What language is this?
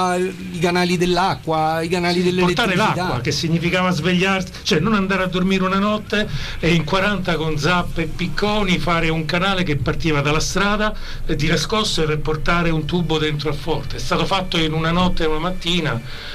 Italian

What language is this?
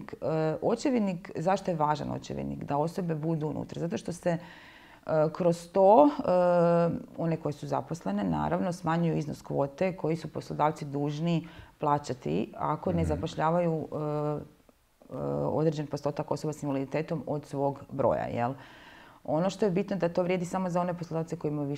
Croatian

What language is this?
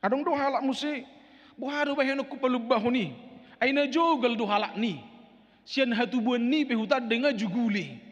Batak Toba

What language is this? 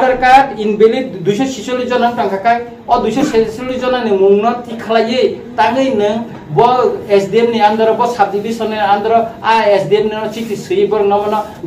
Kok Borok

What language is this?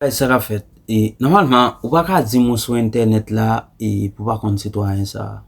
Haitian Creole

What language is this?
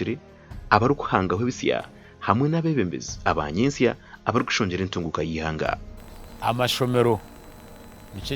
Nyankole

